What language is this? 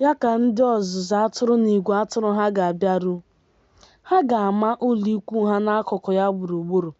Igbo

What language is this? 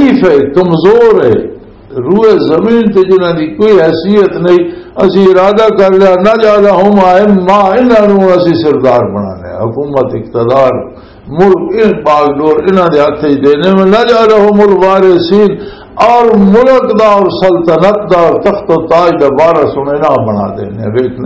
Western Panjabi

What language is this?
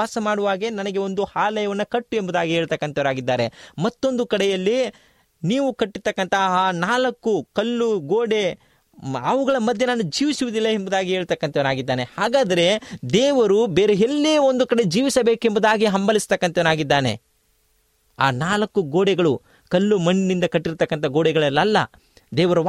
Kannada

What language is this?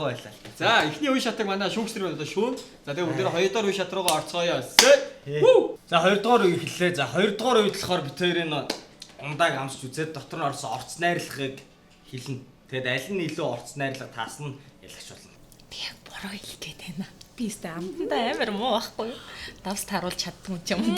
Mongolian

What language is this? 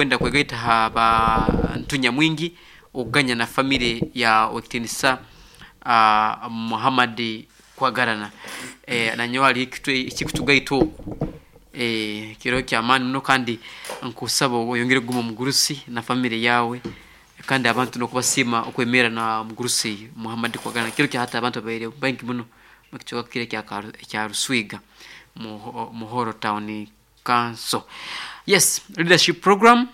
Nyoro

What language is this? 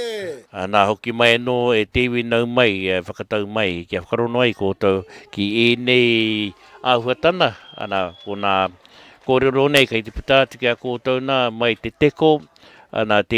Māori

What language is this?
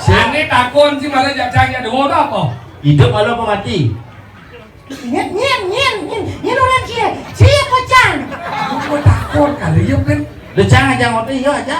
Balinese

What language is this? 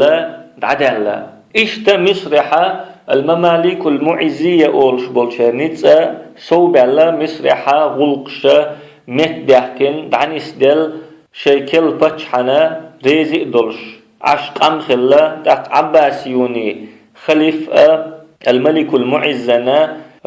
Chechen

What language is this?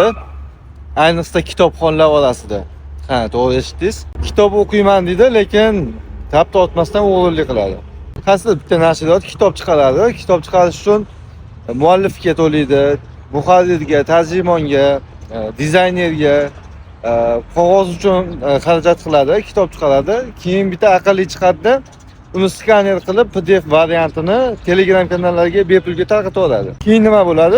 Uzbek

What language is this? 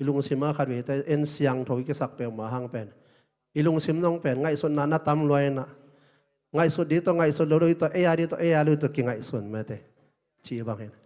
Tedim Chin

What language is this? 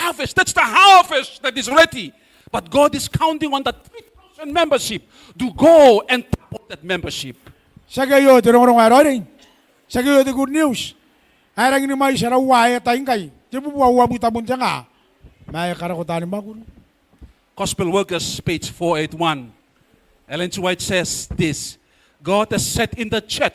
Gilbertese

